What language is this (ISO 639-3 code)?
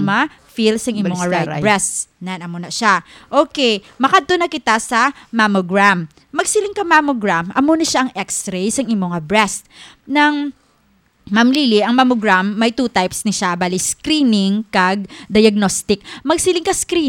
hil